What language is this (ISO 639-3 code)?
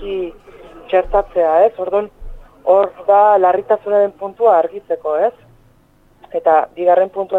eus